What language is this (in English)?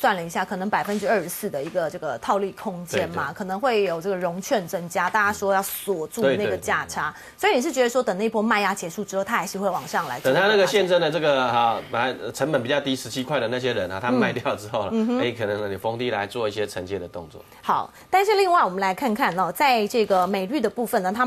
Chinese